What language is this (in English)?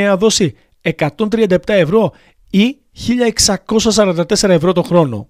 Greek